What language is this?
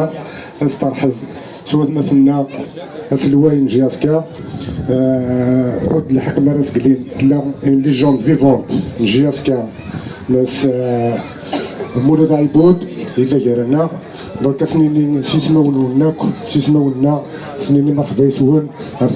Kabyle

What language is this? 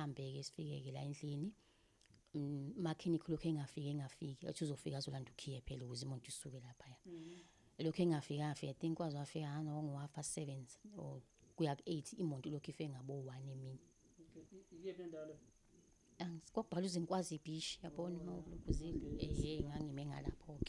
Zulu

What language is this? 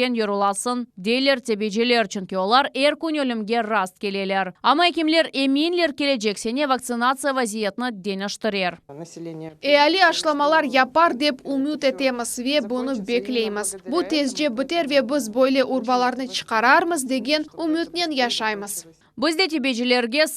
Crimean Tatar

